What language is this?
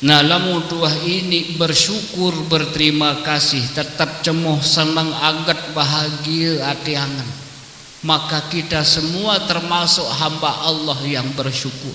Sasak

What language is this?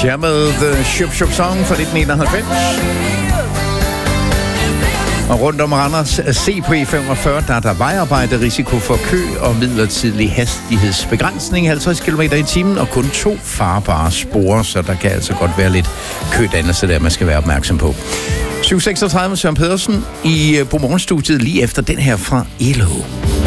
Danish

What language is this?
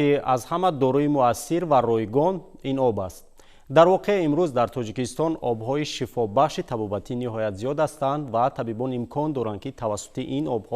Tajik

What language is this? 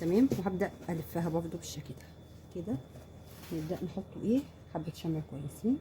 Egyptian Arabic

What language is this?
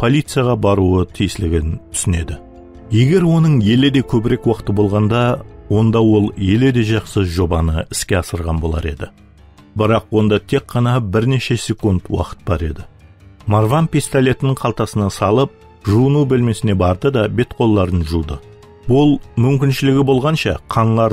Kara-Kalpak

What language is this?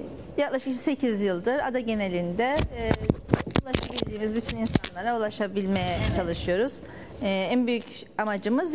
Turkish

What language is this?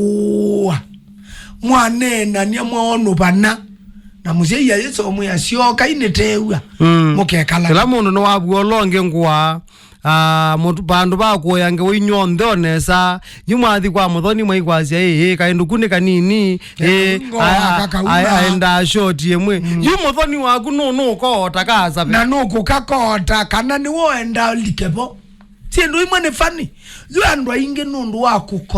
Kamba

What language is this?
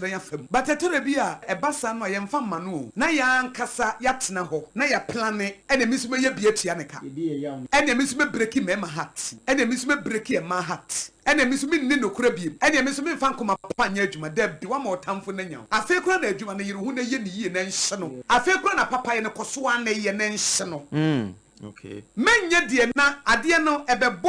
Akan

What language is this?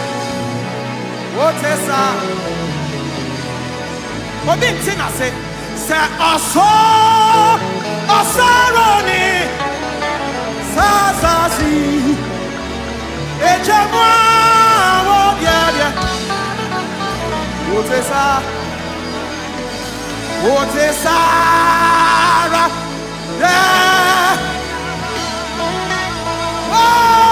English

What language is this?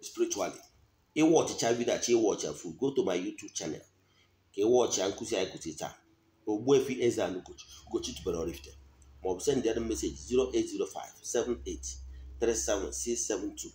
Igbo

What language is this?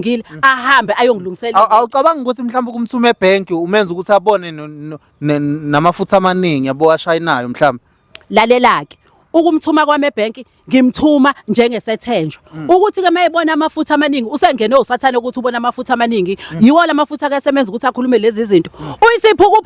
Zulu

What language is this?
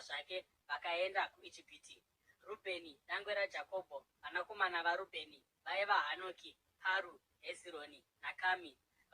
Shona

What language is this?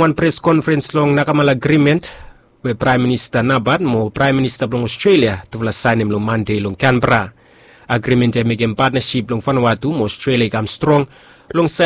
Bislama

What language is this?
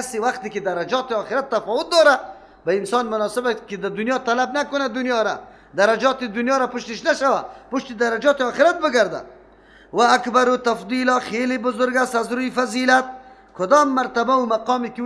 Persian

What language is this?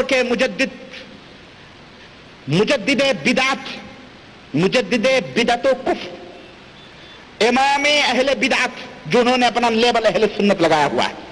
Urdu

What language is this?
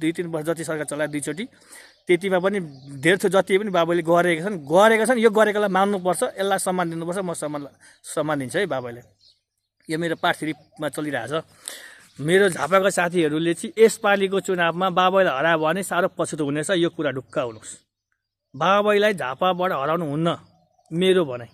Nepali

